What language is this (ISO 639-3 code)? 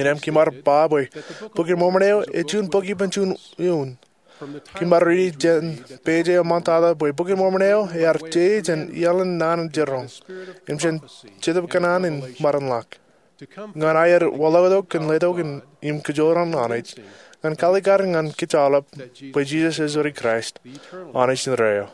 mah